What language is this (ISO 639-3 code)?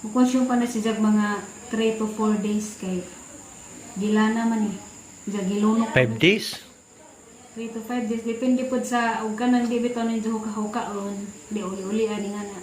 ceb